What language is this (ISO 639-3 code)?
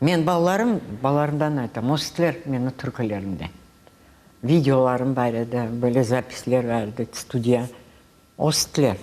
crh